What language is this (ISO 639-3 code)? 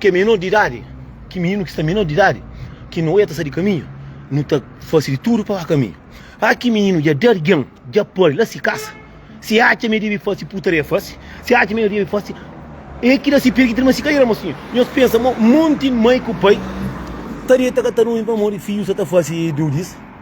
kea